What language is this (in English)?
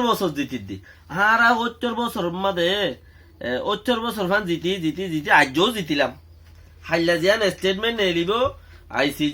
Rohingya